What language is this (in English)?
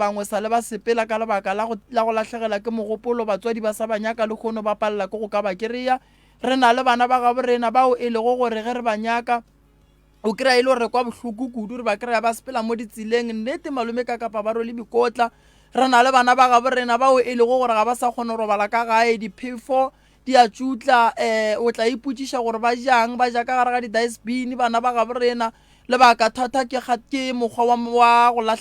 Northern Sotho